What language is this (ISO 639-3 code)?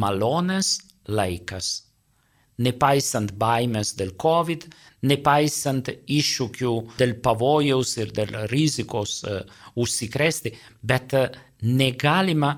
lit